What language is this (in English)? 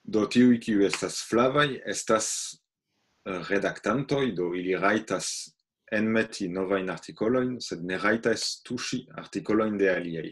Esperanto